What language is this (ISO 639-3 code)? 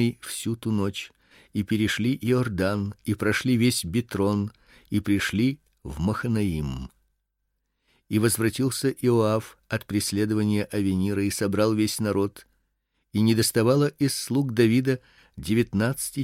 rus